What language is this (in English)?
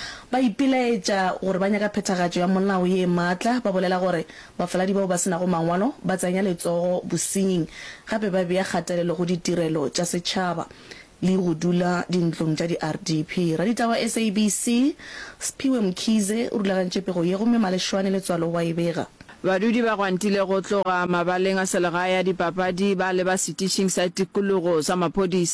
Northern Sotho